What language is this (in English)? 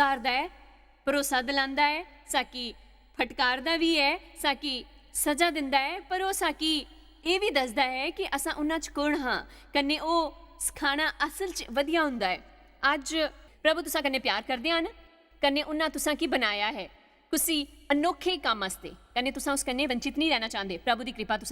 Dogri